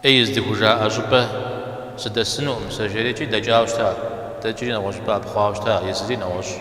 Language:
Kabardian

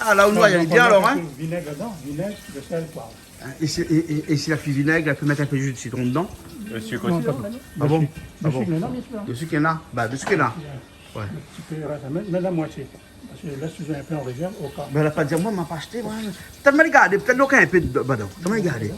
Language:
Réunion Creole French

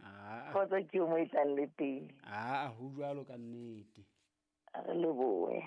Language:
Southern Sotho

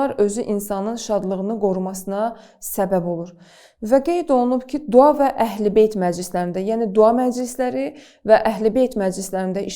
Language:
Azerbaijani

